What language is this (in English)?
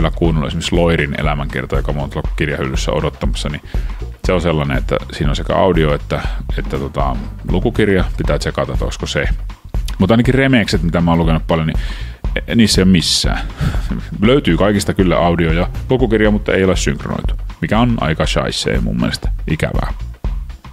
Finnish